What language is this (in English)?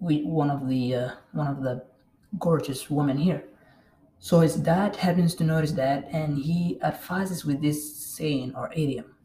English